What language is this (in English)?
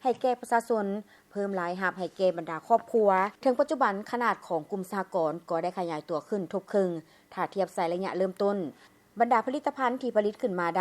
Lao